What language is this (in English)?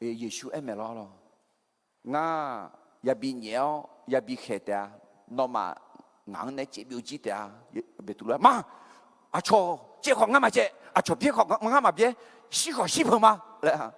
Akha